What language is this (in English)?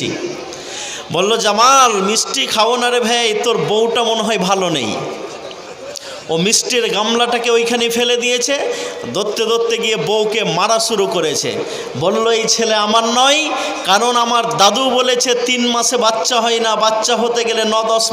Bangla